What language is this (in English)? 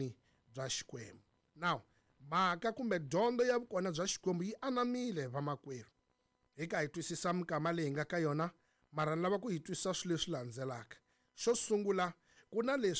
Tsonga